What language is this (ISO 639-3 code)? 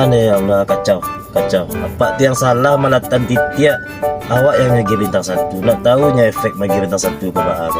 min